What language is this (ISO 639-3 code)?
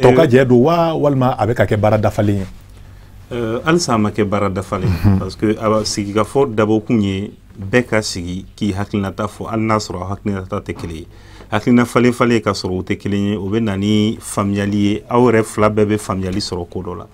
bam